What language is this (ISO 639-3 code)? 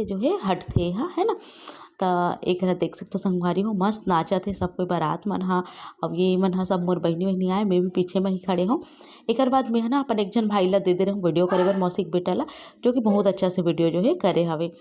hne